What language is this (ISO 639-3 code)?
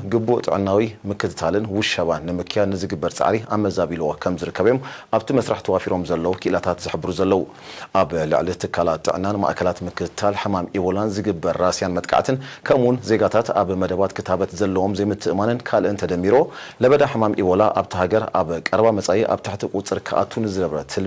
tir